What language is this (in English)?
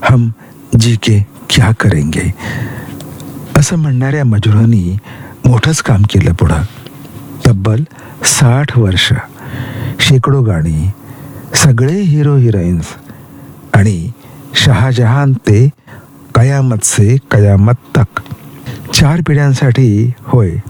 Marathi